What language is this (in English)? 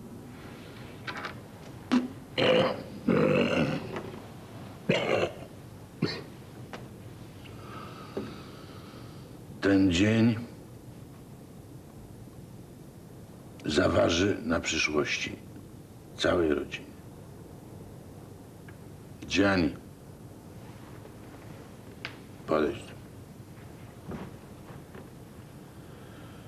Polish